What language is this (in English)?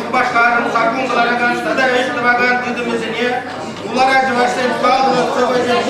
Chuvash